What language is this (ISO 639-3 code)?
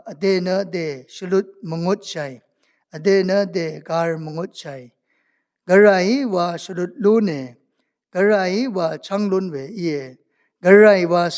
raw